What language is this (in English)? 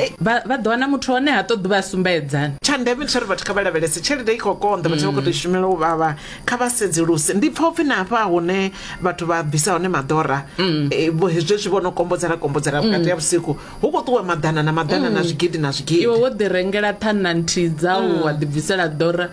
Venda